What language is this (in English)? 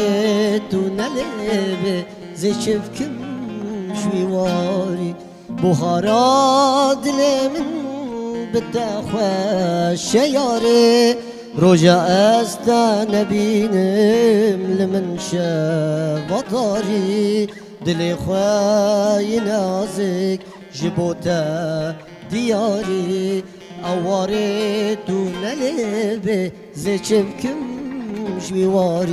Kurdish